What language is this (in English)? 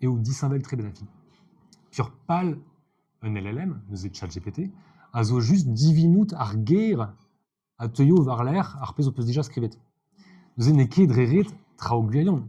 Breton